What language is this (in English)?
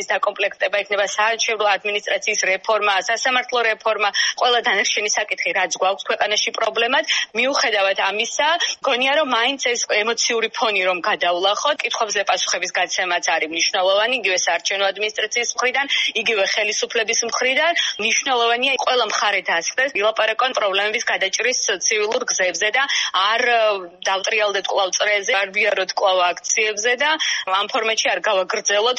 Georgian